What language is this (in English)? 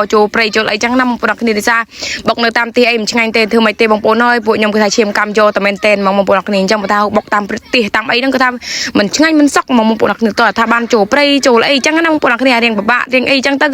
Khmer